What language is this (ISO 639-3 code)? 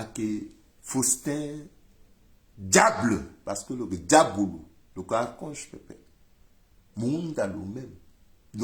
sag